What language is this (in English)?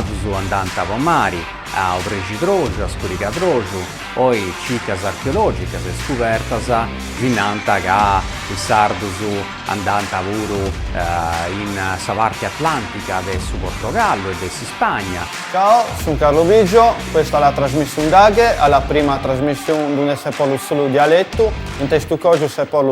Sardinian